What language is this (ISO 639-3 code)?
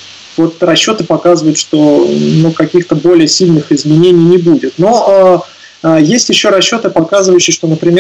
rus